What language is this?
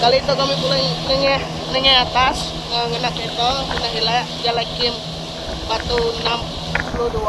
Iban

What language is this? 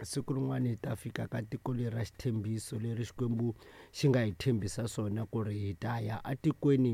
Tsonga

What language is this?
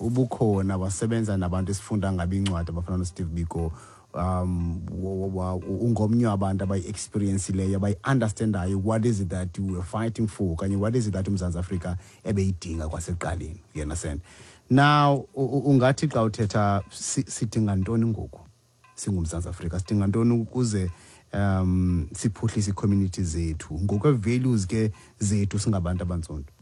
Xhosa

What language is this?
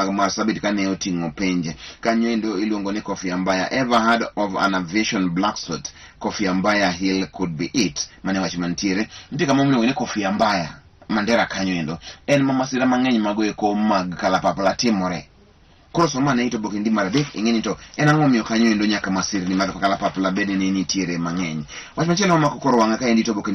Luo (Kenya and Tanzania)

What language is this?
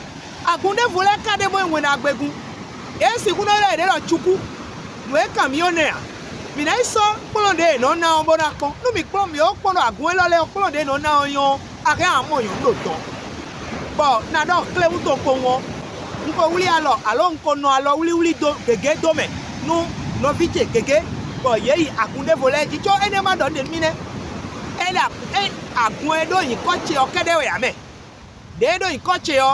Fon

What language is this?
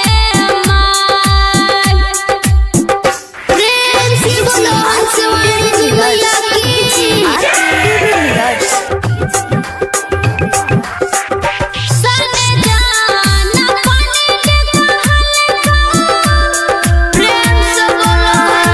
Bhojpuri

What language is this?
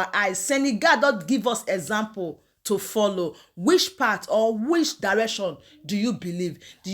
Nigerian Pidgin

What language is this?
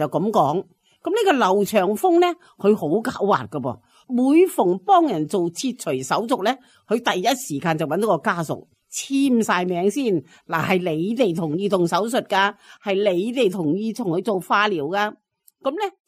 Cantonese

